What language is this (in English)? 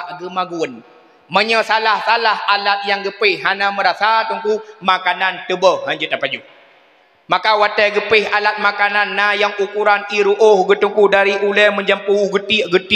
Achinese